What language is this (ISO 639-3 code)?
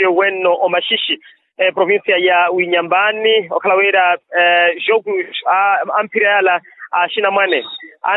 vmw